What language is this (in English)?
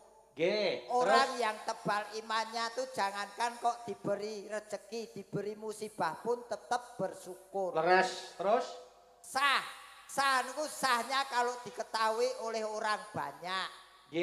Javanese